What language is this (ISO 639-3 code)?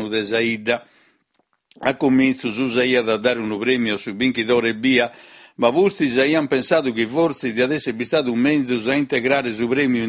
srd